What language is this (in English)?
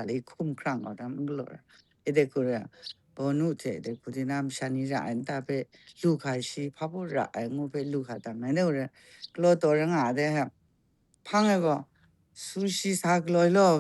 Kachin